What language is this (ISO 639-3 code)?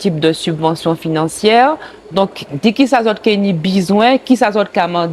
gcf